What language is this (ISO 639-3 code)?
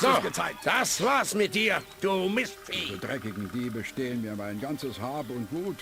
bar